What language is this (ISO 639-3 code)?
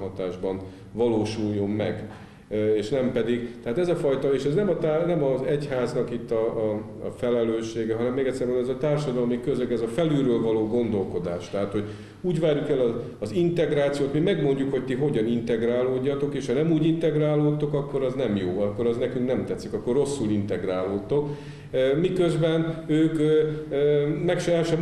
hun